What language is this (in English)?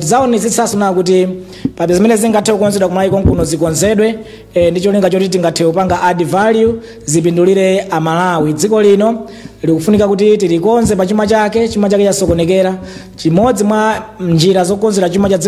Nyanja